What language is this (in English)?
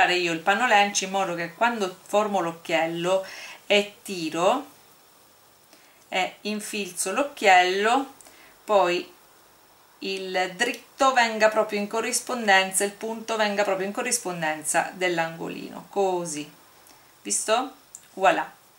Italian